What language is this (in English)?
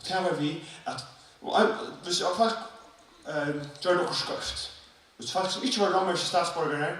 Faroese